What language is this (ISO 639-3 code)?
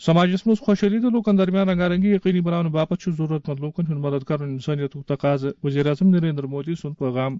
kas